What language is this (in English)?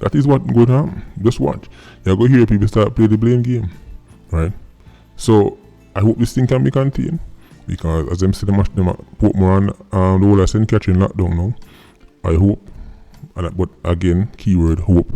Jamaican Creole English